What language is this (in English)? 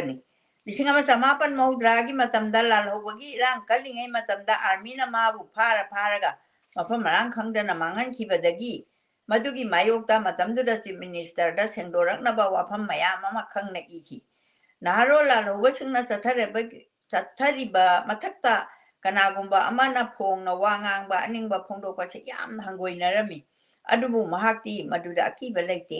Manipuri